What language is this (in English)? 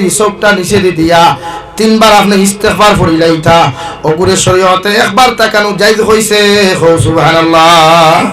Sylheti